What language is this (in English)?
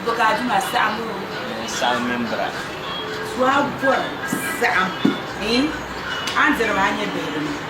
Dagbani